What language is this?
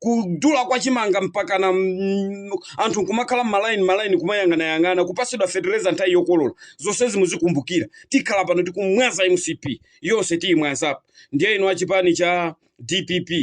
Nyanja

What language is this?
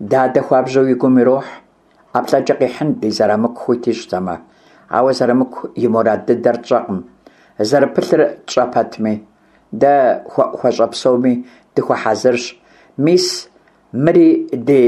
Kabardian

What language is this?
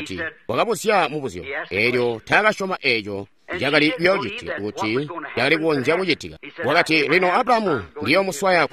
Tonga (Zambia)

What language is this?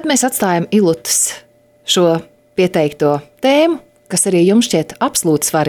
Latvian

